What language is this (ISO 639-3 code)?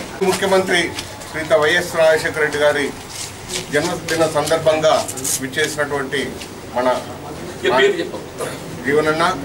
tel